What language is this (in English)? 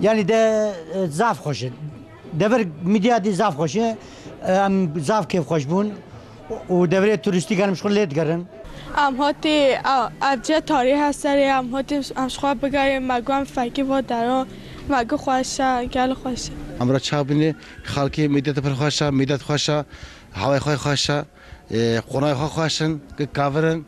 Kurdish